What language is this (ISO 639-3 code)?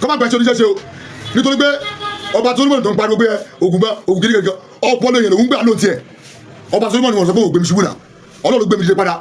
yor